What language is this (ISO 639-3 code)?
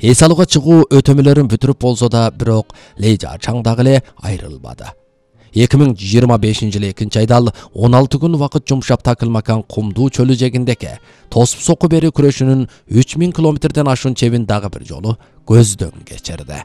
kir